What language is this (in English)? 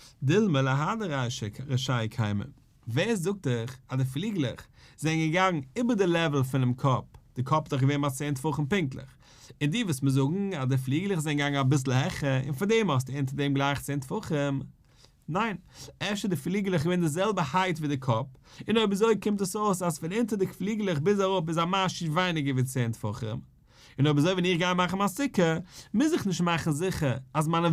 Yiddish